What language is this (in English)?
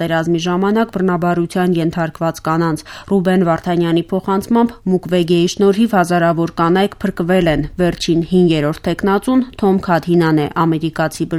Armenian